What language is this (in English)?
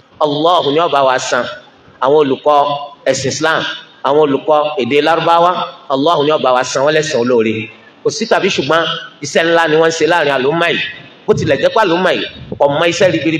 Yoruba